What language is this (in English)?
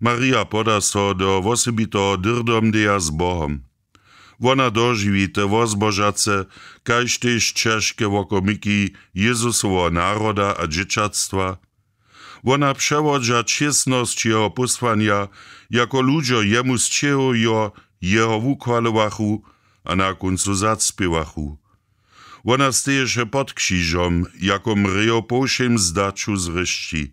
Upper Sorbian